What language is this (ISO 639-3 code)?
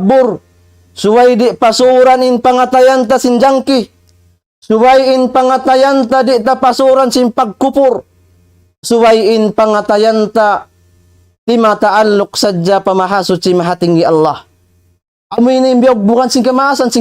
tsg